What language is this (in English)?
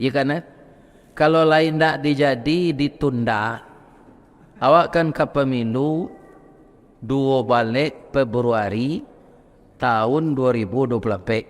Minangkabau